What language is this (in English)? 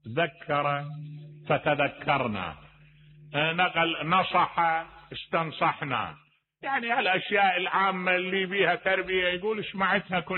Mesopotamian Arabic